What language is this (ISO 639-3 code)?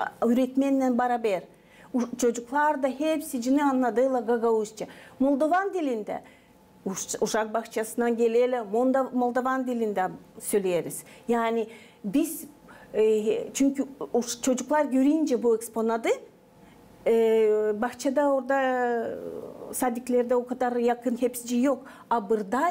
gag